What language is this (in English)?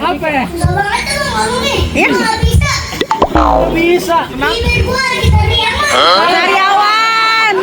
Betawi